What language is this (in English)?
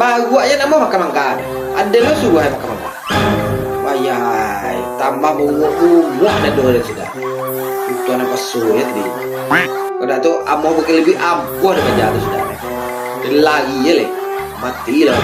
Minangkabau